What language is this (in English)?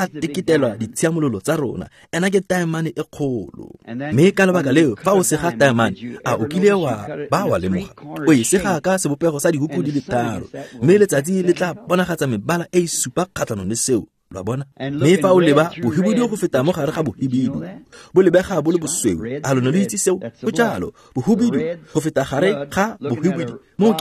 Tswana